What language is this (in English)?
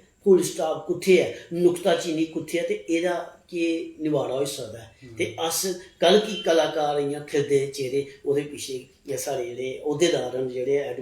Dogri